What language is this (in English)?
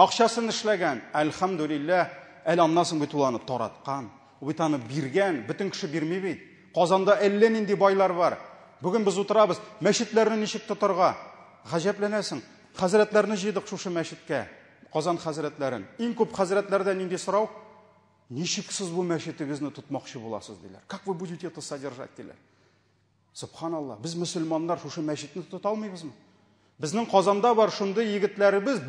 Tatar